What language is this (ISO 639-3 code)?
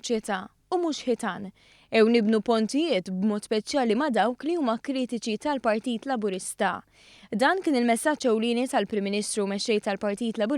mlt